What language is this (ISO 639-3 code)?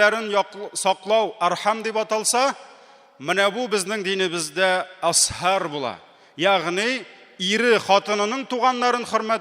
tat